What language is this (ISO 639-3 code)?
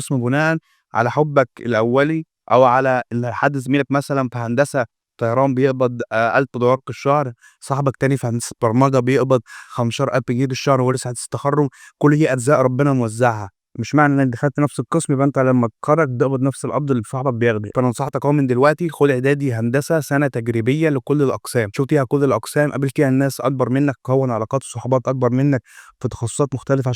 arz